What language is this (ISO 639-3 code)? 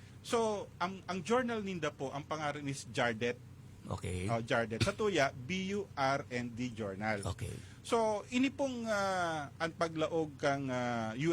bik